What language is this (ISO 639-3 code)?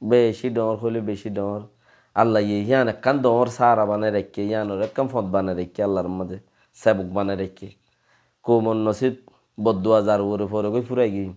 rhg